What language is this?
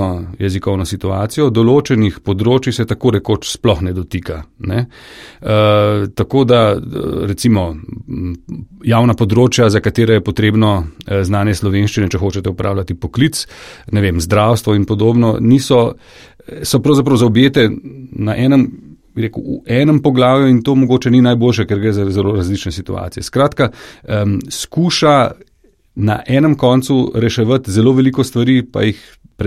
Slovenian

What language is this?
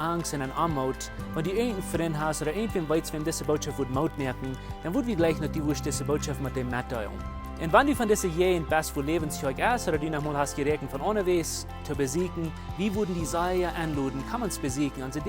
Plautdietsch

